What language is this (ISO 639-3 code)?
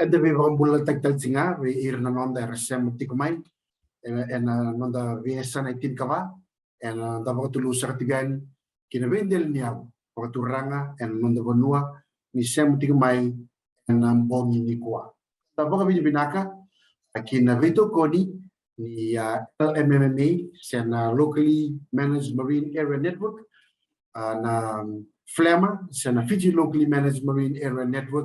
fij